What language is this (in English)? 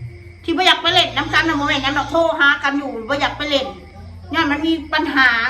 Northeastern Thai